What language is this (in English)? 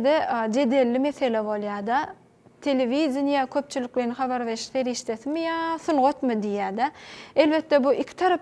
Turkmen